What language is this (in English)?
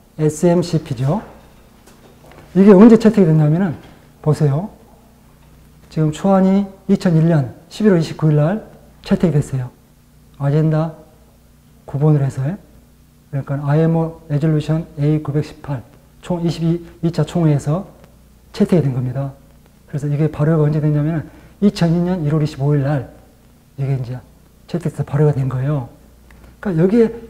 Korean